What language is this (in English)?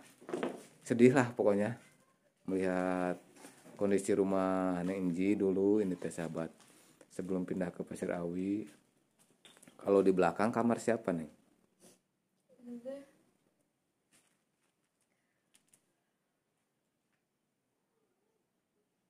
Indonesian